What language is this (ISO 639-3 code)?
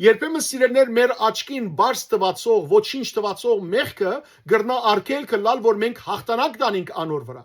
hyw